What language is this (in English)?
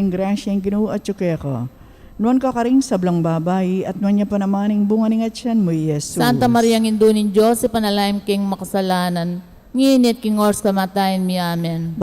Pampanga